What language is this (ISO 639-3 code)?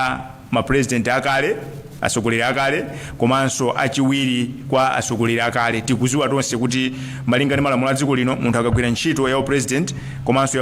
nya